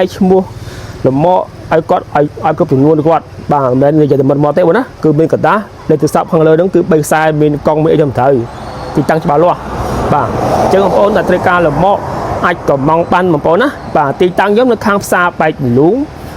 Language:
Khmer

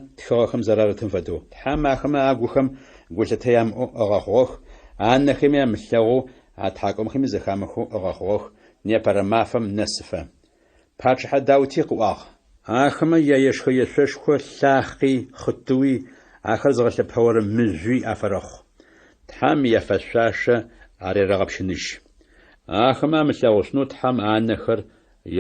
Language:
Adyghe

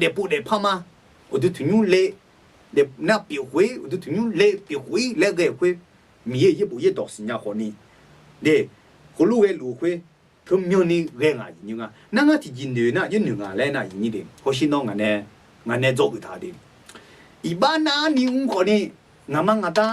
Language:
Akha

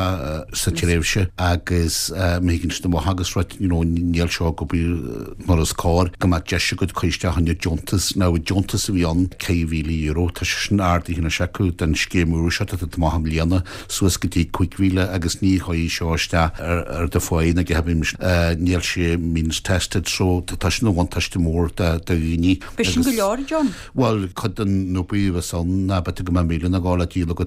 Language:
Irish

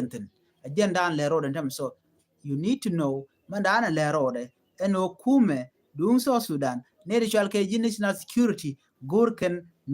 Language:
Nuer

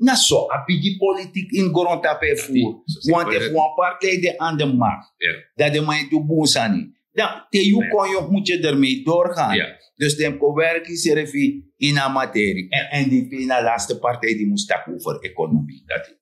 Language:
Sranan Tongo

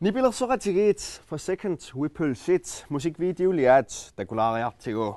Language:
Kalaallisut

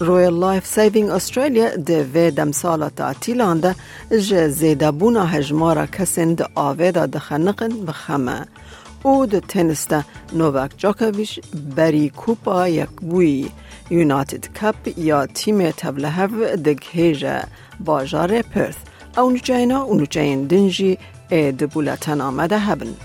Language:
Kurdish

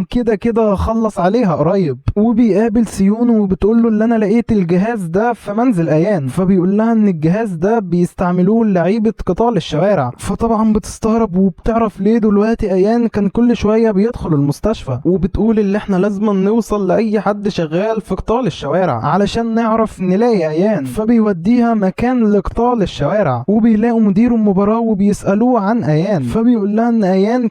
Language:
Egyptian Arabic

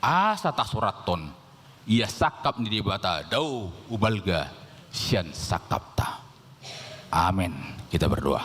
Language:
Batak Toba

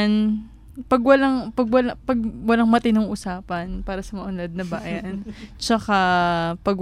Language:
Filipino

